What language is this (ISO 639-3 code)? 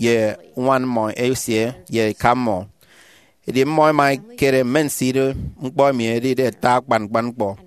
efi